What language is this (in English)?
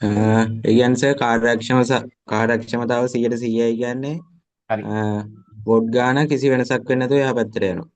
Sinhala